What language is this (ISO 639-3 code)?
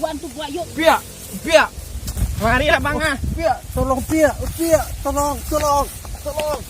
min